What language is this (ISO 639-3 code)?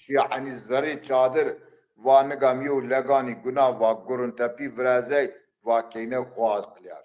zza